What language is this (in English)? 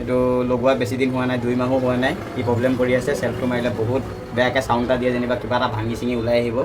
Assamese